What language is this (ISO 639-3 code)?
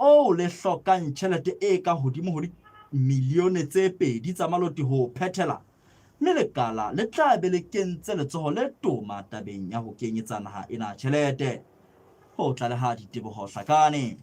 sot